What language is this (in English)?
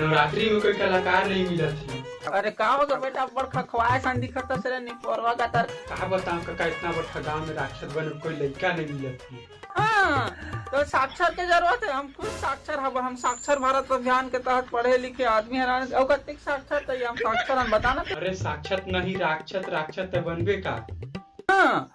Chhattisgarhi